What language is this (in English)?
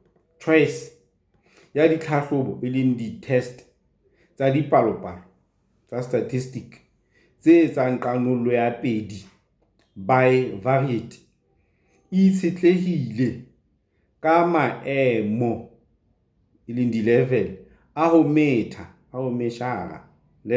Southern Sotho